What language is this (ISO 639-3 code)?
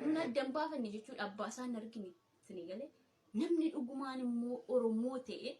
orm